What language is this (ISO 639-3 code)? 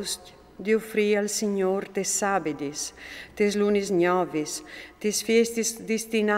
fur